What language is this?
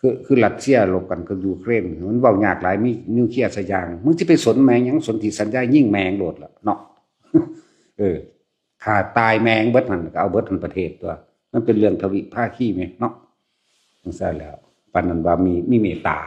Lao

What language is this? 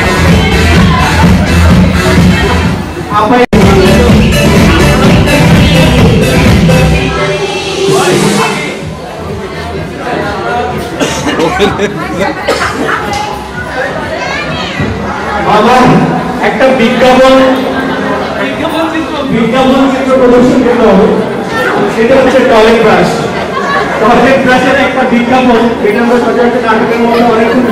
Bangla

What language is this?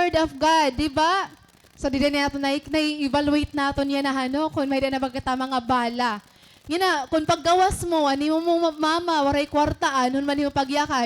Waray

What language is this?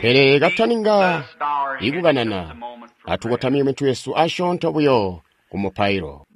Tonga (Zambia)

